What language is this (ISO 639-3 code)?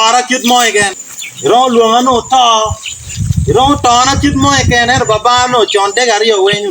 ach